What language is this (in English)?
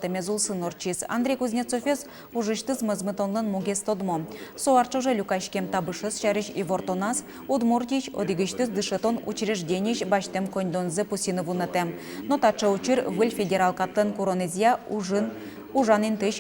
Udmurt